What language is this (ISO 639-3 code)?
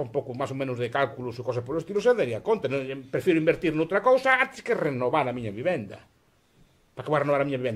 glg